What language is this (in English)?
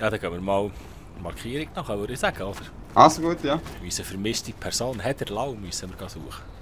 Swiss German